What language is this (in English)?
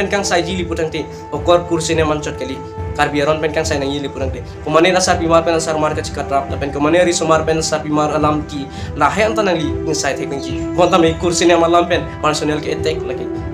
Karbi